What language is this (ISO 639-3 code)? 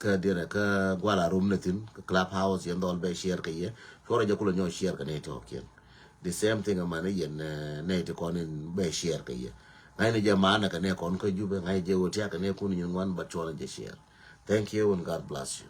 nus